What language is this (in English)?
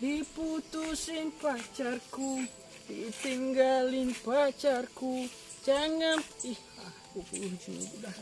Nias